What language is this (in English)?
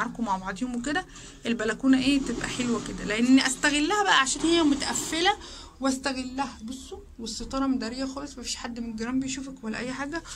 Egyptian Arabic